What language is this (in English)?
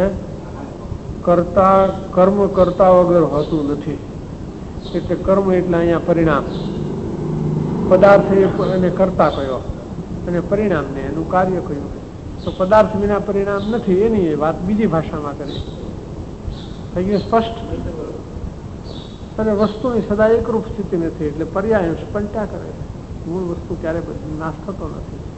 Gujarati